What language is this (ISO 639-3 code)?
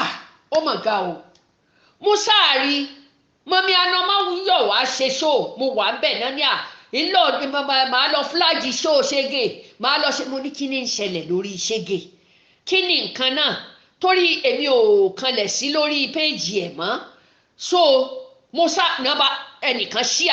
yor